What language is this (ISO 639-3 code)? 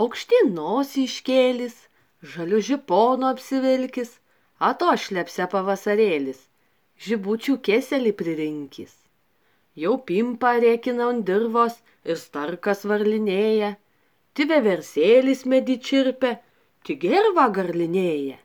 lit